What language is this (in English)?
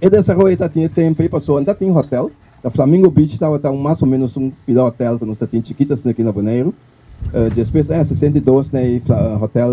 Papiamento